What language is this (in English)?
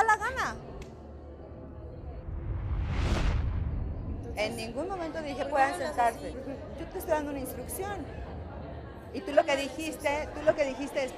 Spanish